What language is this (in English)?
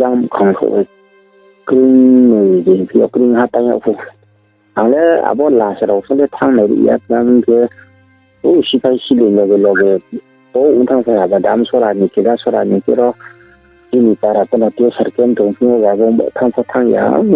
Riang (India)